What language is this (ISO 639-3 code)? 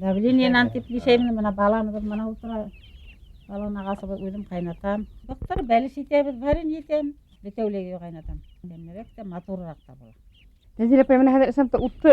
bak